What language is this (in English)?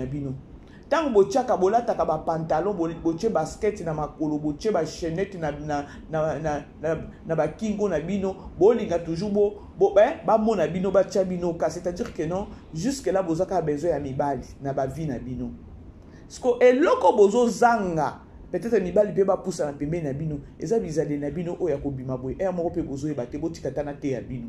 Lingala